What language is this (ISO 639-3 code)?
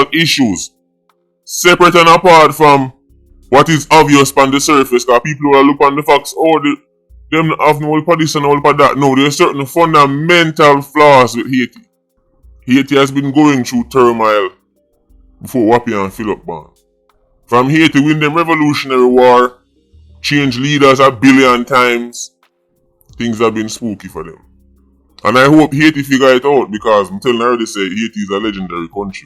jam